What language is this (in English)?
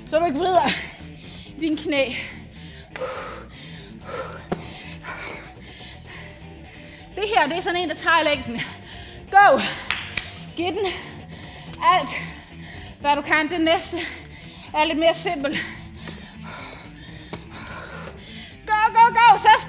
Danish